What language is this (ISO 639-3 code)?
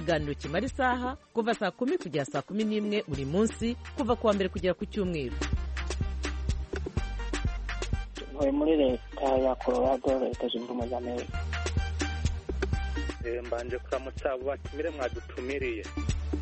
kin